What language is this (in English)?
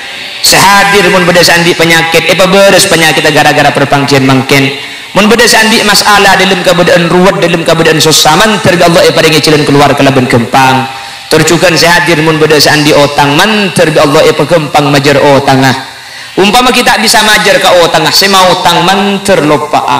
Madurese